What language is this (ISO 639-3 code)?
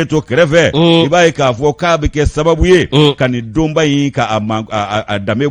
bam